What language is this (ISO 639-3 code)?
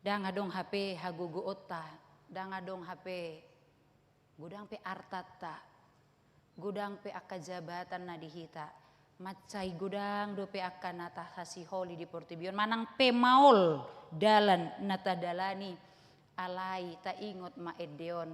bbc